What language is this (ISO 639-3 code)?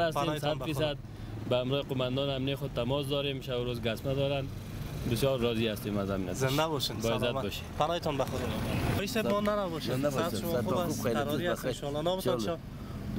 fas